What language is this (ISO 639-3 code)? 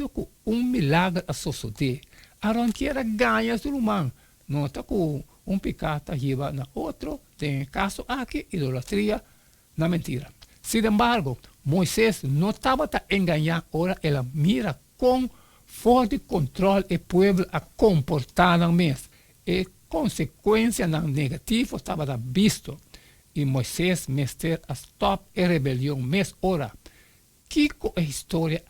pap